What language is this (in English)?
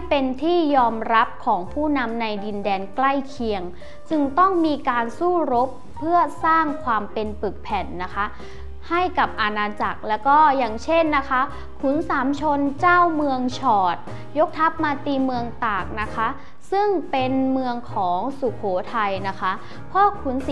Thai